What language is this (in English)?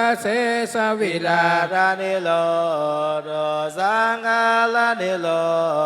Pali